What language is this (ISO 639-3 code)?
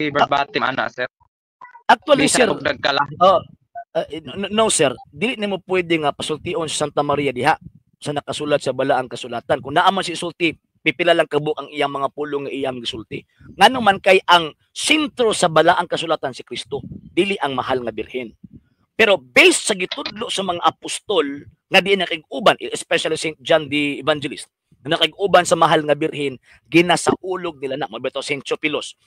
ceb